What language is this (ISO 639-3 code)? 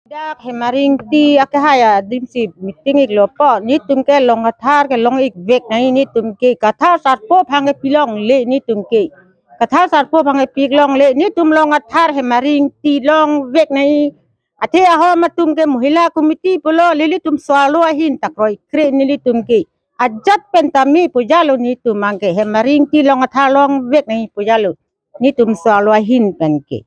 mjw